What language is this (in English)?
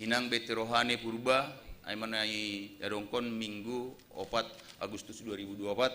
Batak Simalungun